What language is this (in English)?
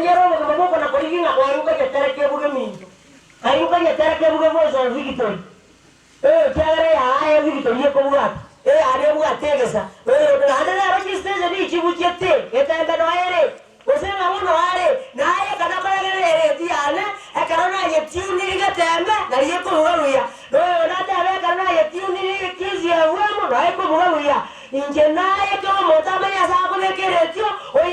Gusii